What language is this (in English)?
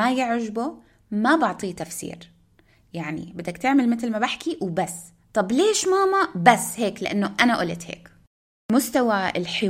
North Levantine Arabic